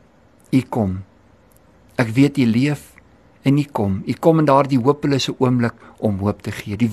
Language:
Afrikaans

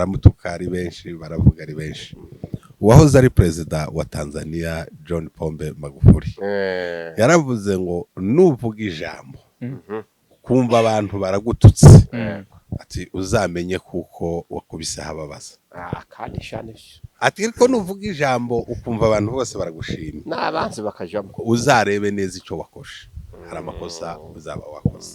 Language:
Rundi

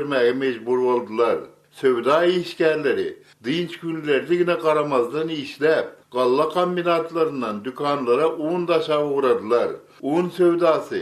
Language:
Turkmen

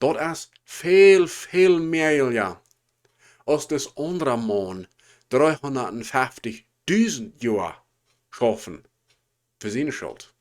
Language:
Plautdietsch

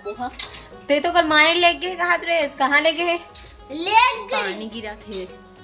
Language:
Chhattisgarhi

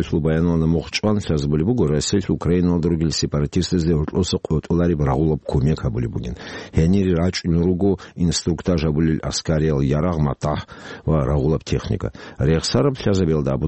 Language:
Avaric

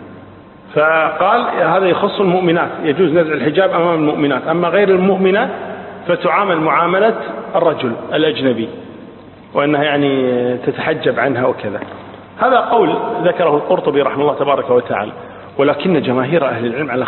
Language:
Arabic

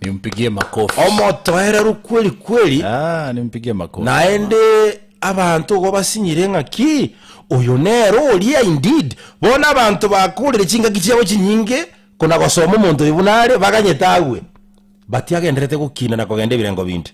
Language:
Gusii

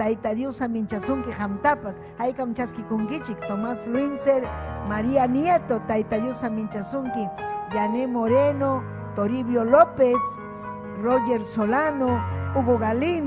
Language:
Ayacucho Quechua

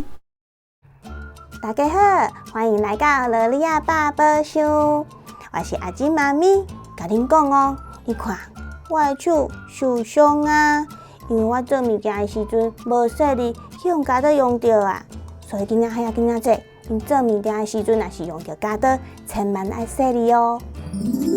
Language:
Min Nan Chinese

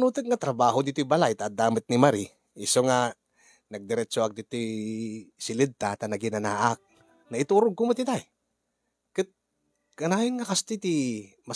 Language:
Iloko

